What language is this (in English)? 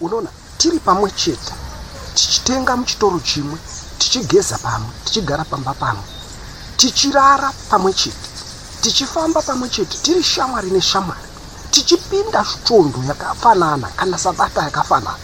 Shona